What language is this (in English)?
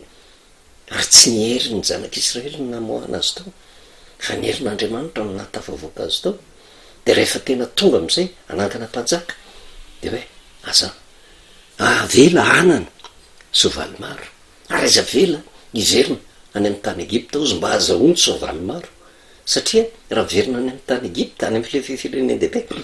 Malagasy